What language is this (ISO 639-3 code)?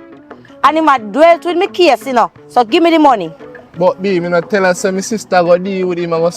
jam